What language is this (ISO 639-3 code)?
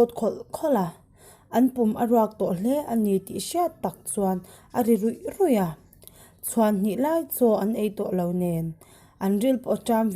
lus